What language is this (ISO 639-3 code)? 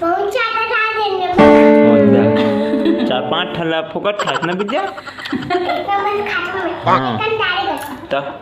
hne